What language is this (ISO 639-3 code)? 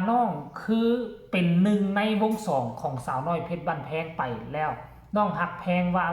tts